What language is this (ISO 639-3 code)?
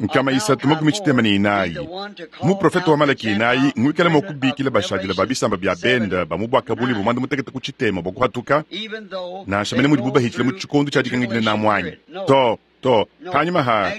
lua